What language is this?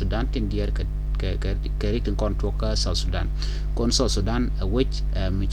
Nuer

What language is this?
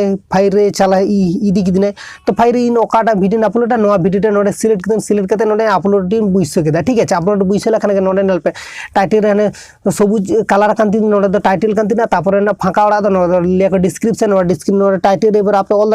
Santali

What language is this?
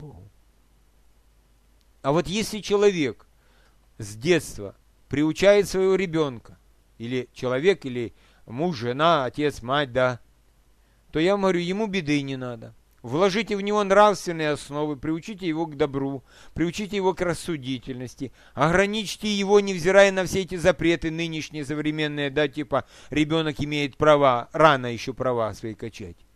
Russian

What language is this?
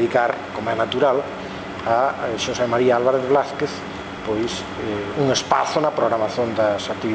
Galician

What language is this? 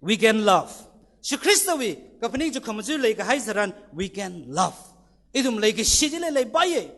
Tangkhul Naga (India)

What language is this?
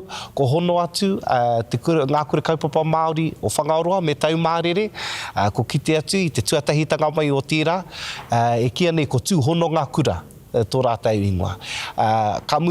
Māori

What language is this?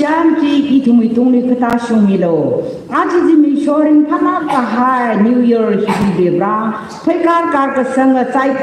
Tangkhul Naga (India)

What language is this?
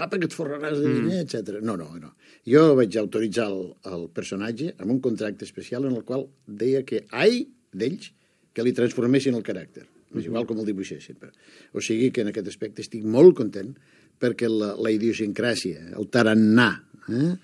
Catalan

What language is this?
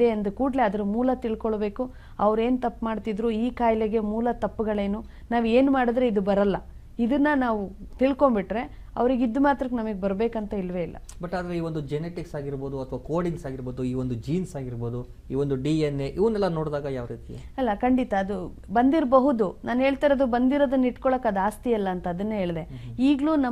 Kannada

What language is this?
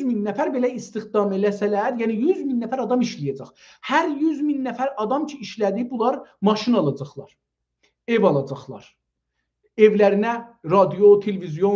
South Azerbaijani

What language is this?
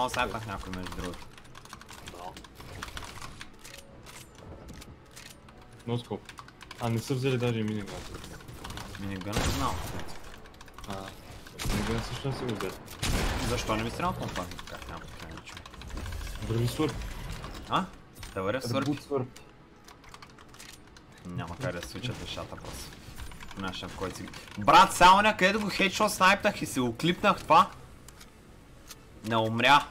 Bulgarian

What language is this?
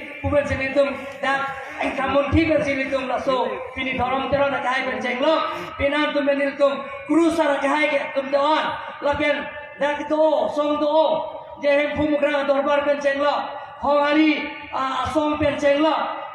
Karbi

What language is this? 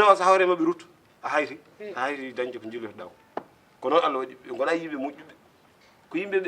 Fula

